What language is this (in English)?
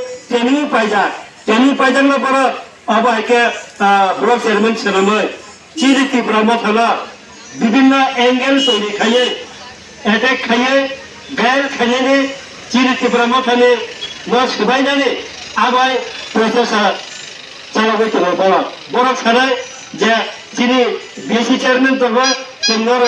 Kok Borok